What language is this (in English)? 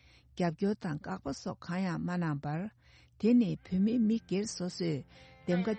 Tibetan